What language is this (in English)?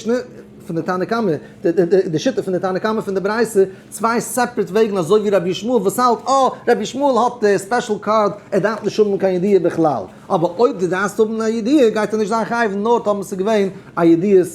Yiddish